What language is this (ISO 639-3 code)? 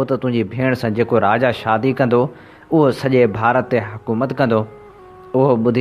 snd